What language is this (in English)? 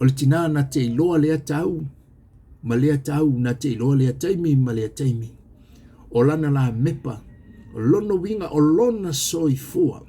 Samoan